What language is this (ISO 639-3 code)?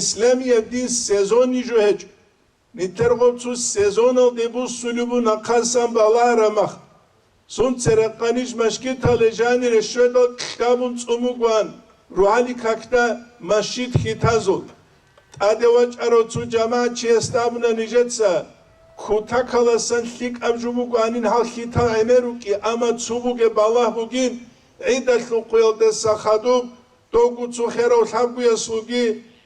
ava